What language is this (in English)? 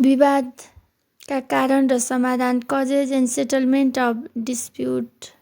Nepali